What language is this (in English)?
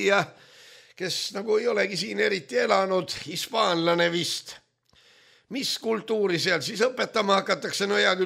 Estonian